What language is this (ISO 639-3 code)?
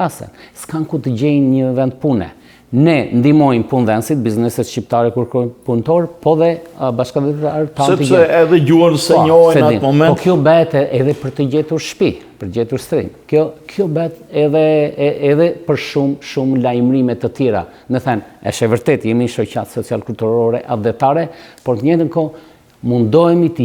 sqi